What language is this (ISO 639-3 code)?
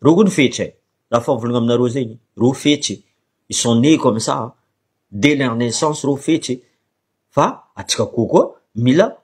mlg